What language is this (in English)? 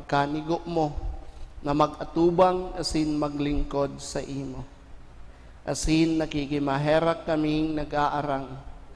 Bikol